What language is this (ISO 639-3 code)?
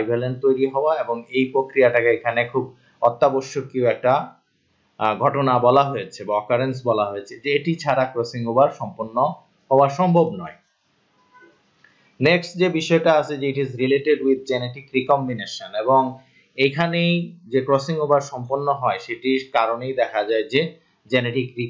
ben